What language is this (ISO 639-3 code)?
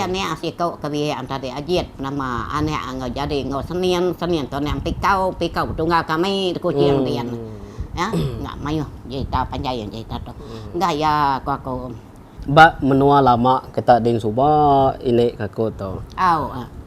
iba